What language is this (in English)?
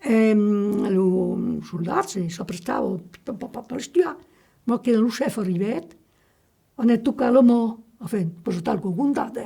Occitan